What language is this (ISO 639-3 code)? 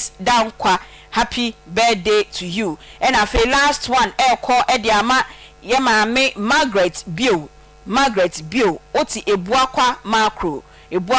aka